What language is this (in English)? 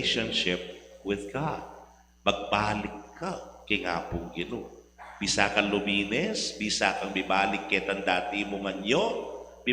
Pampanga